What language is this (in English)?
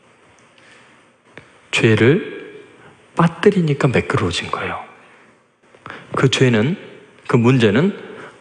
Korean